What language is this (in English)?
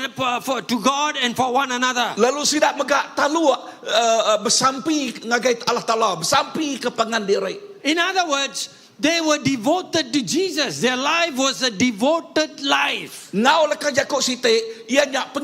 Iban